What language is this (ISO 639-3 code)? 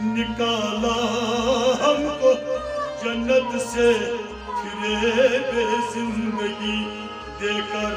kas